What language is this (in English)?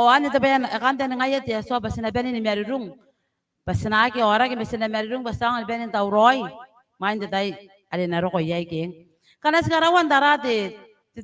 Gilbertese